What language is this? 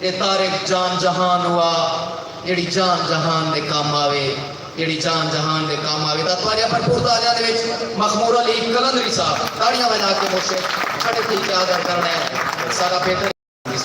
Saraiki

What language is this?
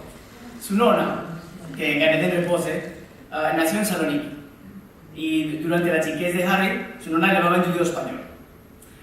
Ladino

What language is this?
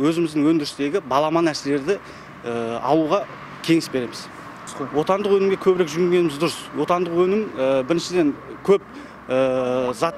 Kazakh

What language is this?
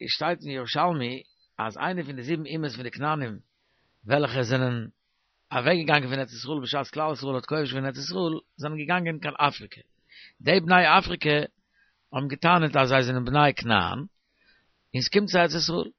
Yiddish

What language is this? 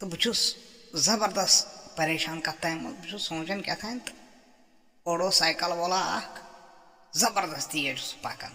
Kashmiri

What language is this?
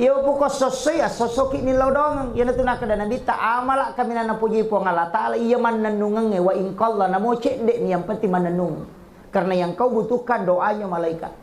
Buginese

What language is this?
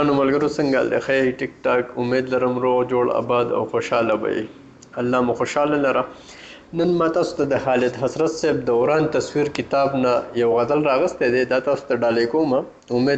Pashto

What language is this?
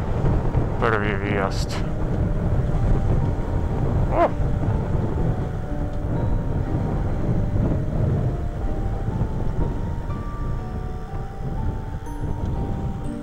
Slovak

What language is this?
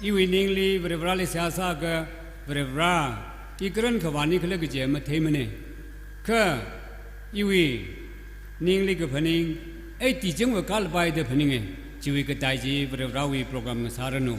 Tangkhul Naga (India)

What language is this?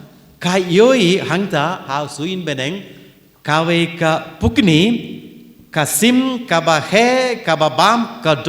Khasi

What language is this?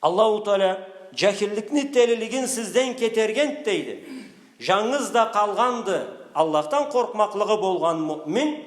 Karachay-Balkar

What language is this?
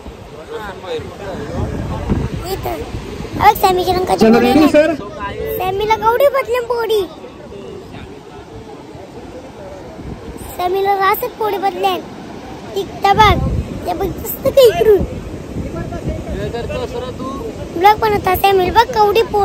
Marathi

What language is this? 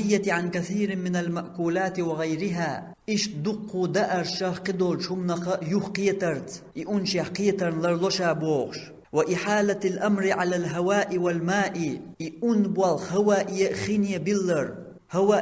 Chechen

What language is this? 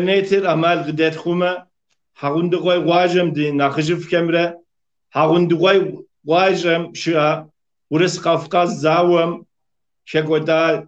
Kabardian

